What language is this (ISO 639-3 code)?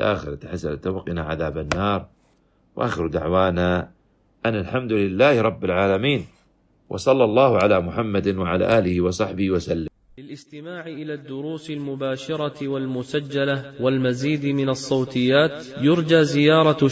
ara